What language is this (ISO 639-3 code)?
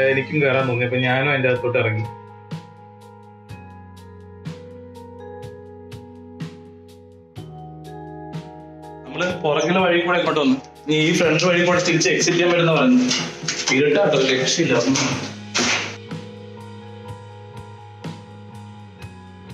mal